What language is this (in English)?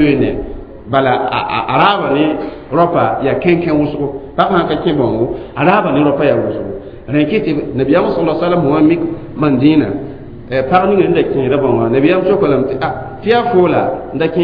Mossi